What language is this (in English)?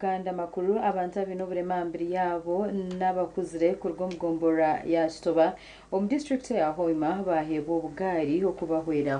Nyankole